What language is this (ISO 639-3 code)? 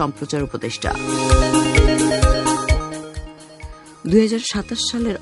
ben